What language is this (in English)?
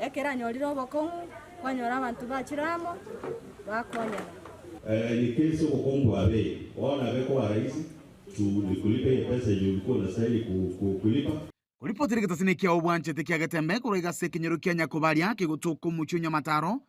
Gusii